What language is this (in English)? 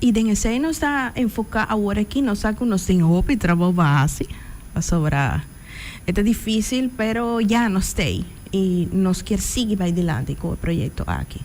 Papiamento